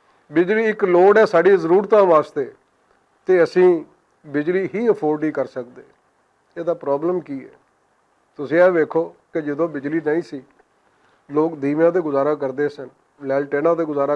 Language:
Western Panjabi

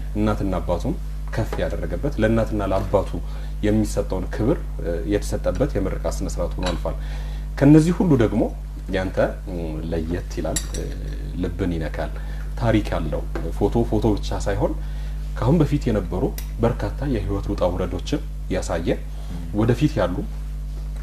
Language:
Amharic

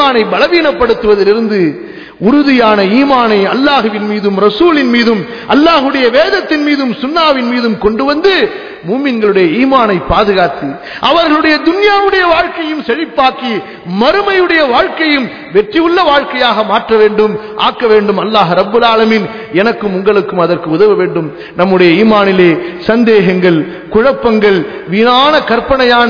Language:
Tamil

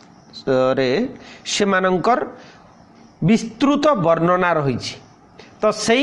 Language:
Odia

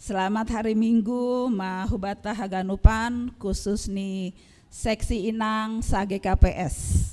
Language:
Batak Simalungun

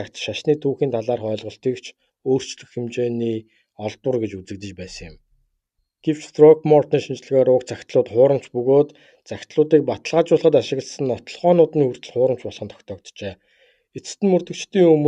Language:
Mongolian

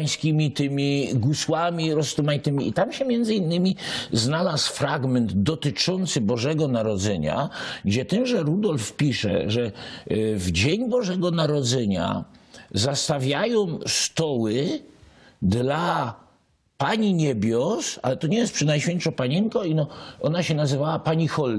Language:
Silesian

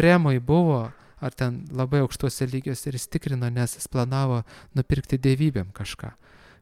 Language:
Lithuanian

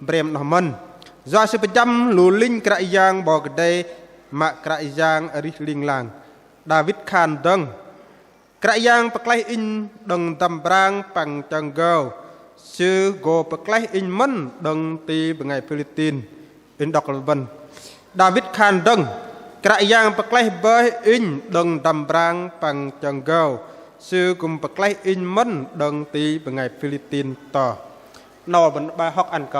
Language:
Bahnar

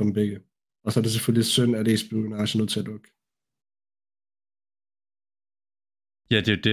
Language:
Danish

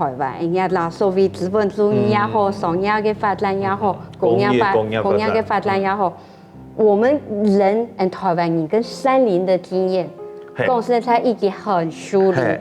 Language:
Hakka Chinese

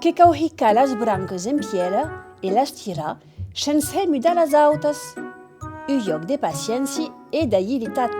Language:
Occitan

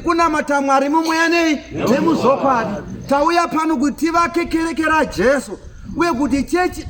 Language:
Shona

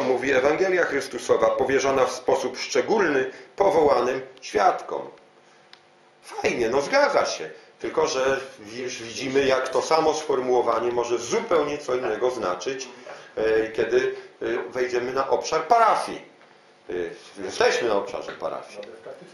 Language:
Polish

